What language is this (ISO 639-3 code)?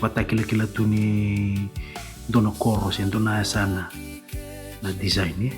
fij